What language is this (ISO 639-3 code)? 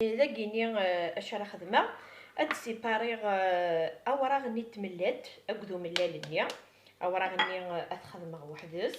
kab